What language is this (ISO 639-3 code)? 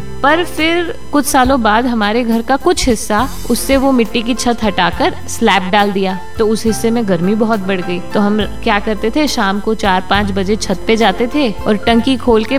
hin